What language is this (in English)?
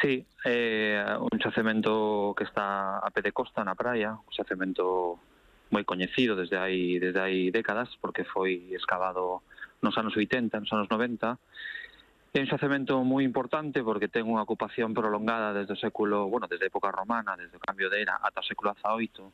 Galician